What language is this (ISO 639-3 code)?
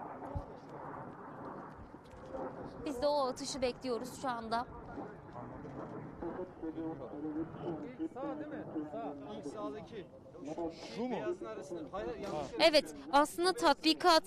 tur